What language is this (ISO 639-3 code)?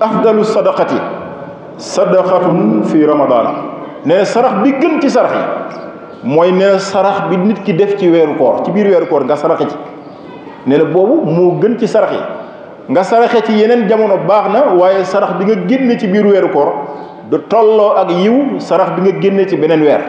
wol